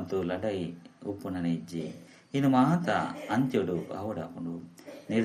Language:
Tulu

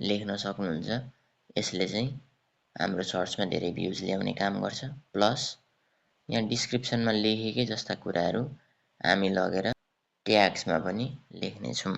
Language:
Nepali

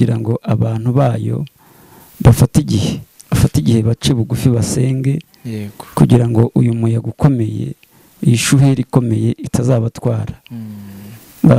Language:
Kinyarwanda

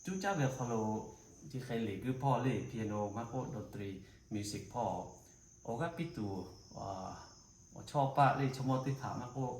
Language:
Lahu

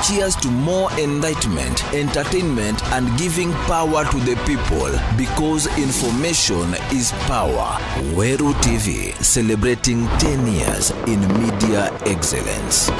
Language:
Meru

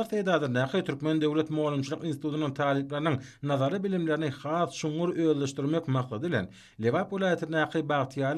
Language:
Turkmen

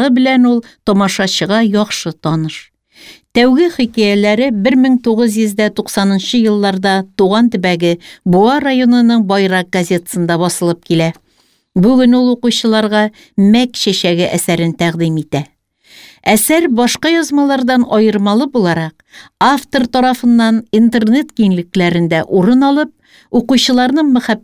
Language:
Tatar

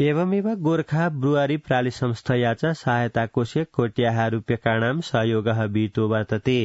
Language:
Sanskrit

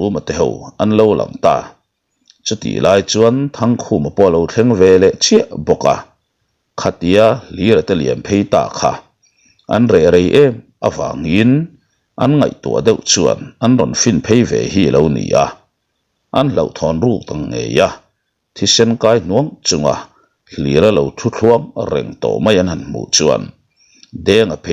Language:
Mizo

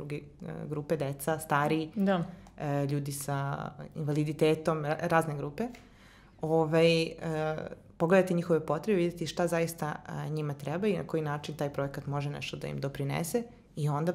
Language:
Serbian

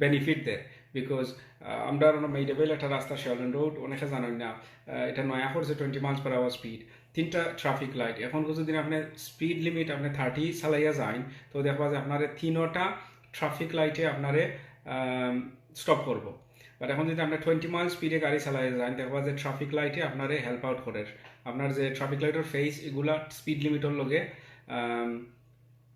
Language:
Sylheti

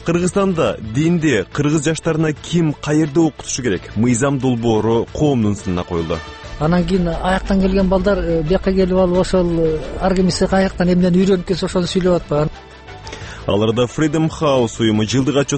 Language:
Kyrgyz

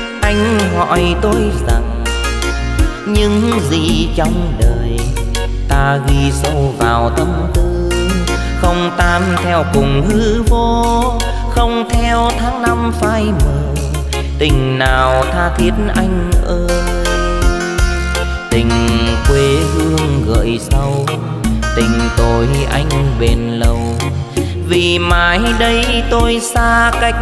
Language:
Vietnamese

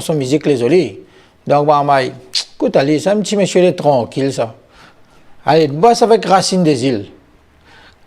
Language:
Réunion Creole French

